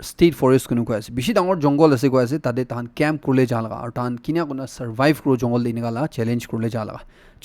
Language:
Naga Pidgin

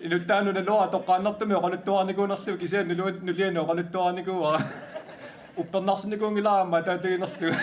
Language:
Kalaallisut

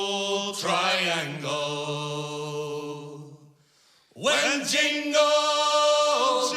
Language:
Western Frisian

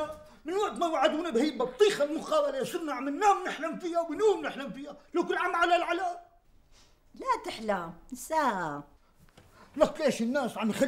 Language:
North Levantine Arabic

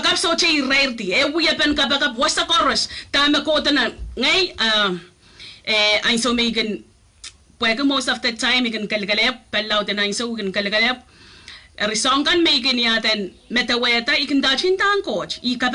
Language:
Pohnpeian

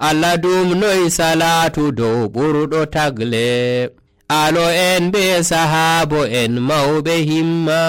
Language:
Nigerian Fulfulde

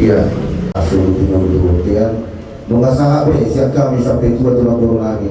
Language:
Batak Toba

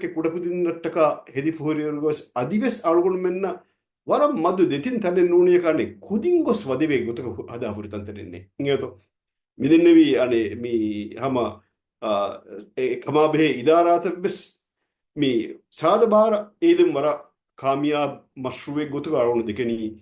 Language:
Divehi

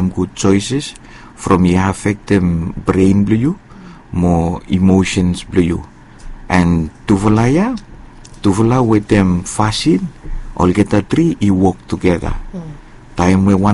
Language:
Bislama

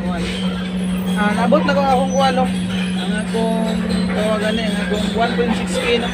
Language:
Cebuano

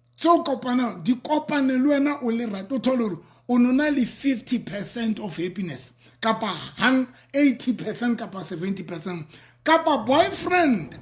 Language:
Southern Sotho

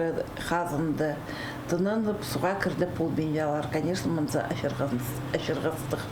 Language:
Khakas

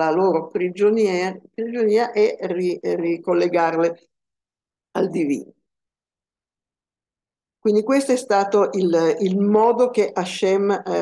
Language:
Italian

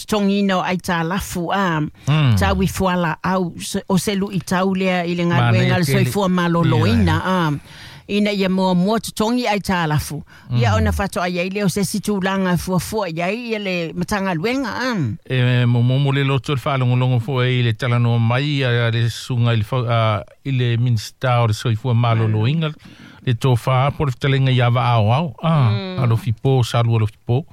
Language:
Samoan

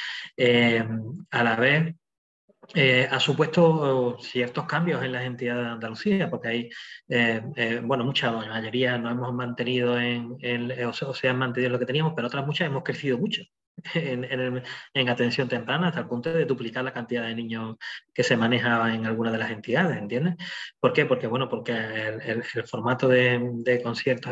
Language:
Spanish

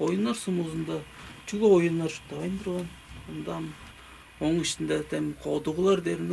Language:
Tuvinian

